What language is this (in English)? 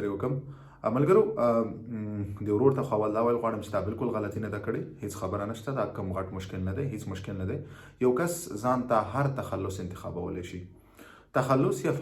Pashto